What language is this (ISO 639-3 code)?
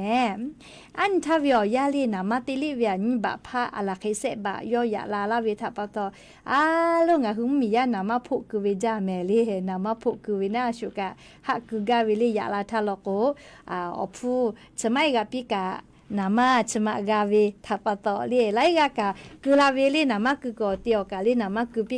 lhu